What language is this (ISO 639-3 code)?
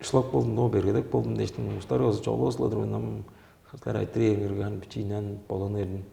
tyv